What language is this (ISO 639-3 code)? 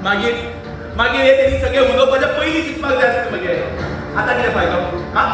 kok